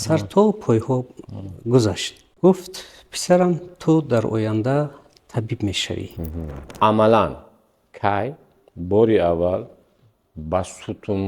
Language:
Tajik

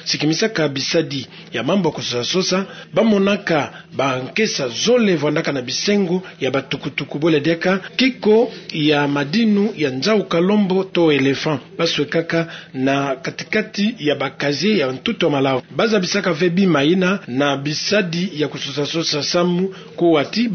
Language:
Kituba (Democratic Republic of Congo)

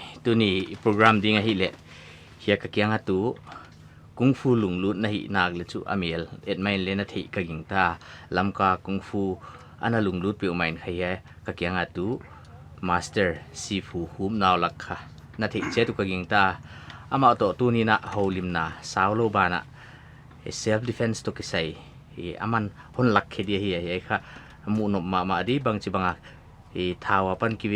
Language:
Paite Chin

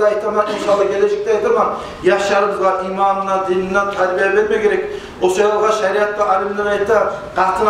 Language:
Kumyk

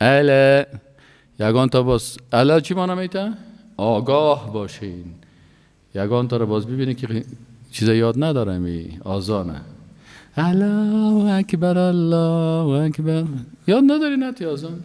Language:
Persian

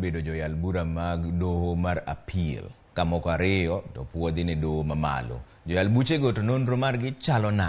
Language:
Luo (Kenya and Tanzania)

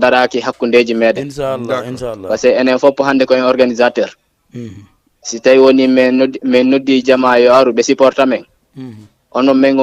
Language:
Fula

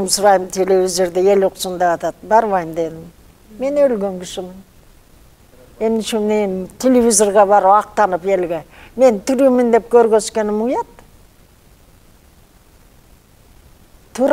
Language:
Kyrgyz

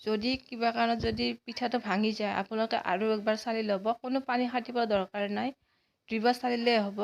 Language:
Assamese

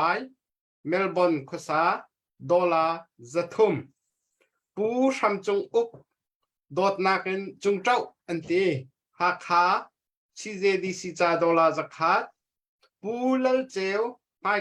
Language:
Hakha Chin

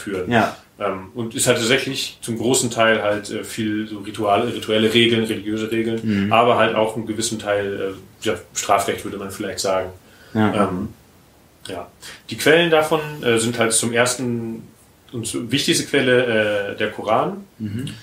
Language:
German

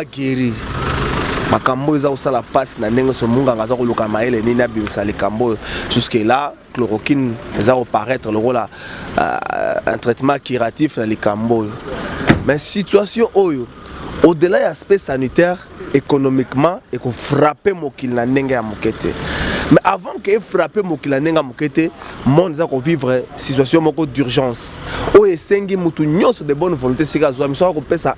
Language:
Lingala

